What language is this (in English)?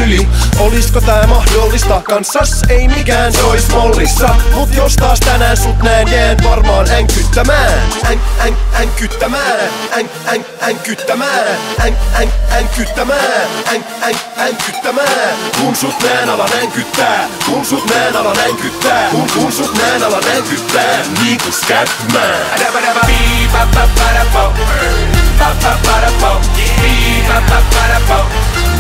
Finnish